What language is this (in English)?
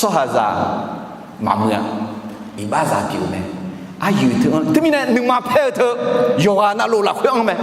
Akha